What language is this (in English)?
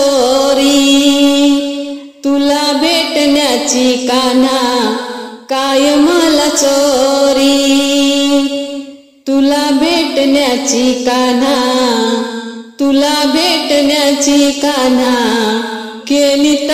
Marathi